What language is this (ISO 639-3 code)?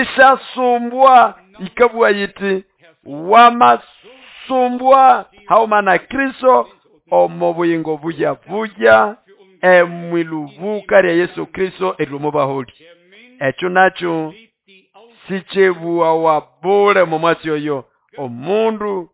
nnb